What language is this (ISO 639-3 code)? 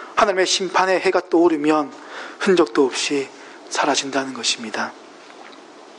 kor